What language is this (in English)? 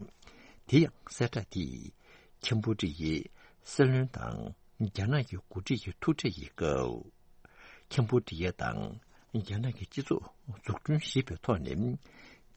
Tibetan